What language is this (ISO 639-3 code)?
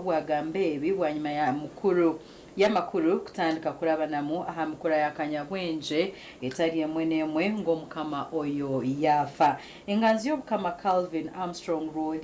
nyn